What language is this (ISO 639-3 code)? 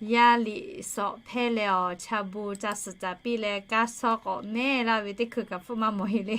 lhu